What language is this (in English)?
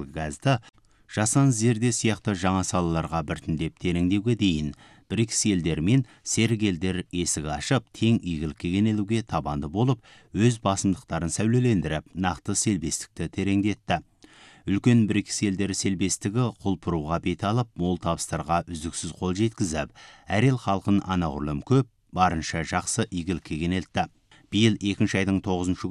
Kazakh